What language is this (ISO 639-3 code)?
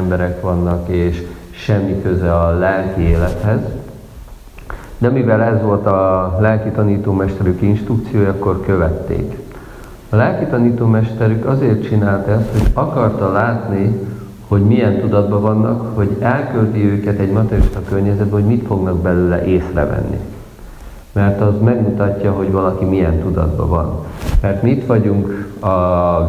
hun